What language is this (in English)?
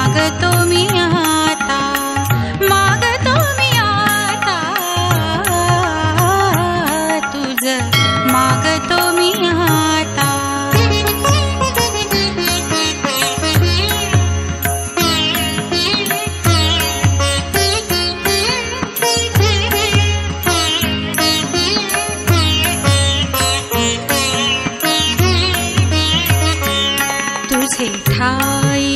Marathi